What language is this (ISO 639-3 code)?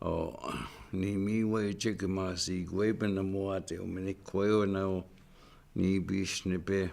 ciw